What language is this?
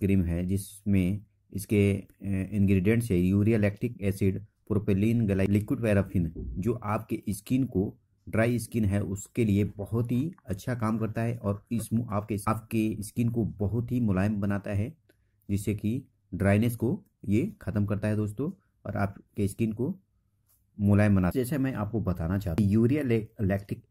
Hindi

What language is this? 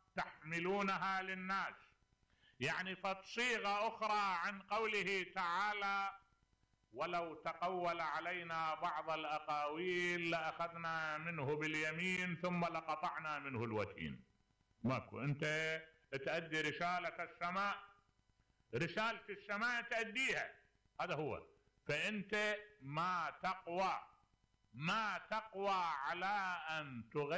Mesopotamian Arabic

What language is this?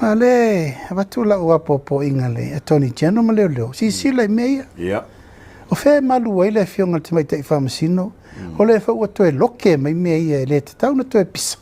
Samoan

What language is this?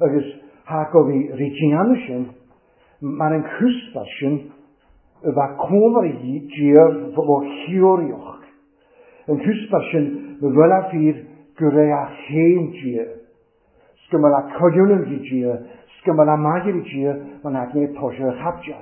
Welsh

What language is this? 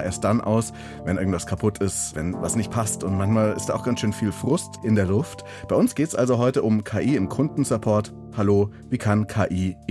German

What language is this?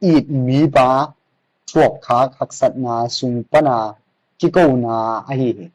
Tedim Chin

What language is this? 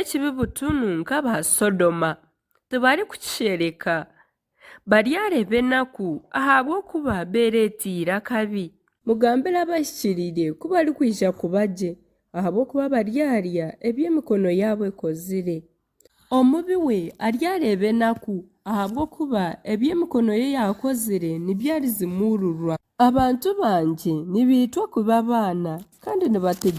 Nyankole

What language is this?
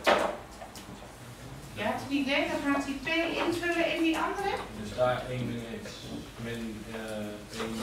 Dutch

